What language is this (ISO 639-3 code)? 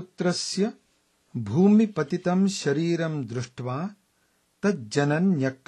san